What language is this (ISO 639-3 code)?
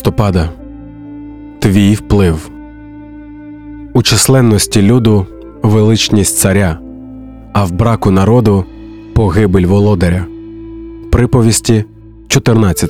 ukr